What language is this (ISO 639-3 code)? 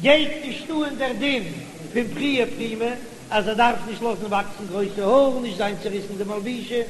yid